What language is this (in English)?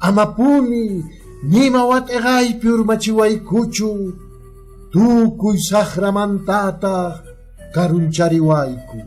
Quechua